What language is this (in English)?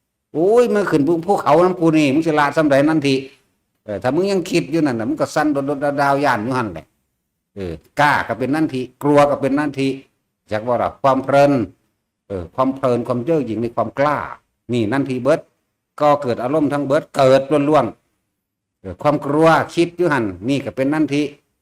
Northeastern Thai